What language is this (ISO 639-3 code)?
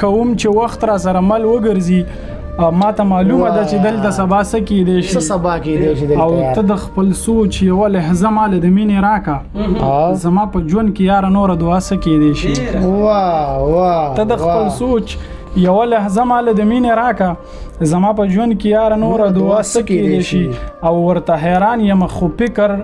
pus